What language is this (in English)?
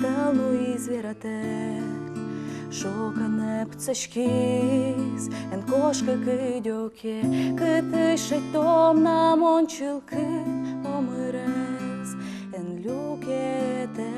Udmurt